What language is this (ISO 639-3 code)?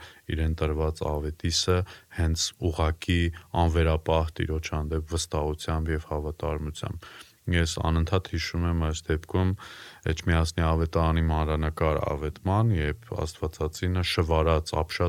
hye